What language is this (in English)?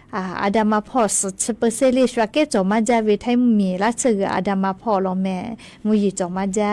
Lahu